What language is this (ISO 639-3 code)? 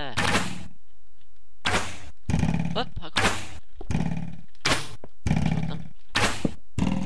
swe